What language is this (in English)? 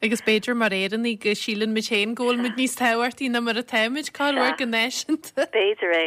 Irish